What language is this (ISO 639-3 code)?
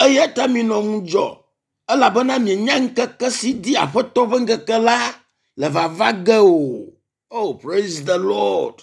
ewe